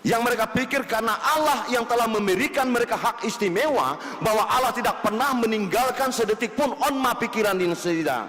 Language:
Batak Toba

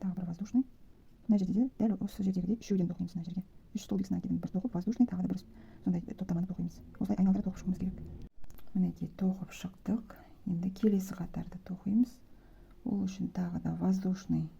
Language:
Kazakh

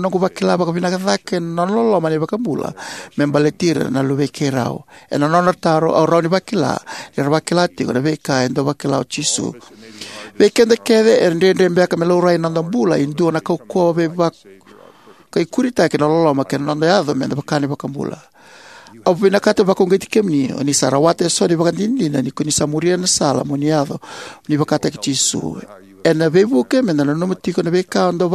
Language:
Fijian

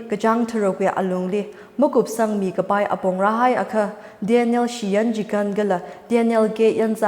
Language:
Tangkhul Naga (India)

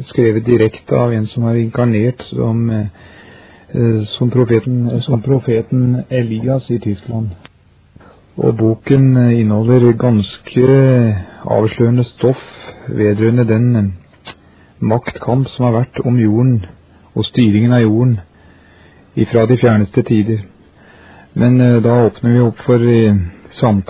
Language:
Norwegian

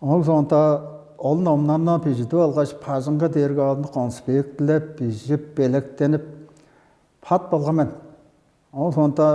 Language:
Tuvinian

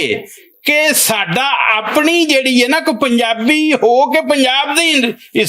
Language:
Western Panjabi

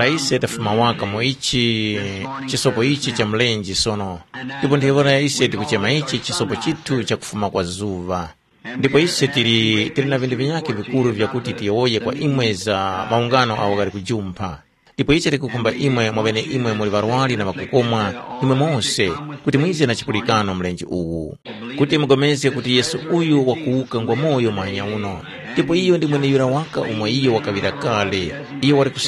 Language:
Tumbuka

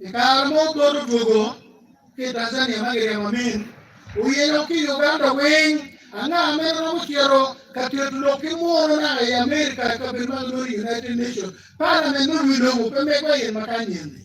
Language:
Acoli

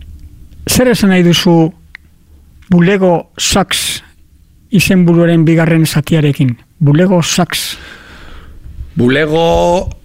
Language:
Basque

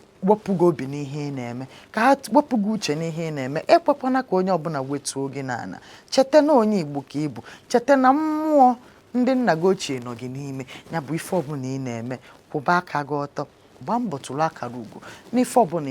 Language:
Igbo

